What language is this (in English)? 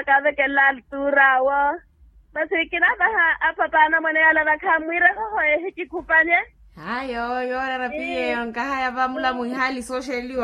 Makhuwa